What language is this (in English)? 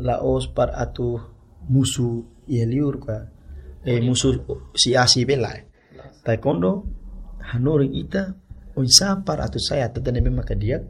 Tetum